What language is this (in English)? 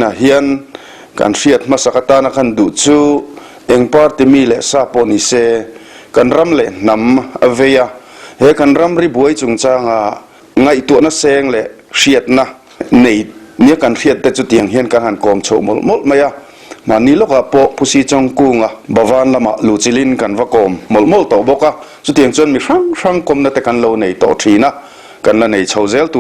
Mizo